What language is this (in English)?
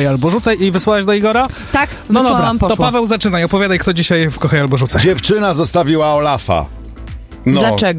Polish